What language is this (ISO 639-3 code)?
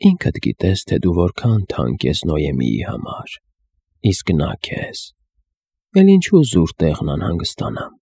hye